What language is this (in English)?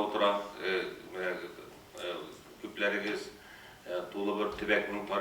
Tatar